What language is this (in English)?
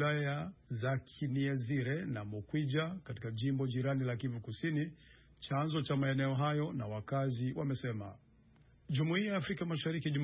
Swahili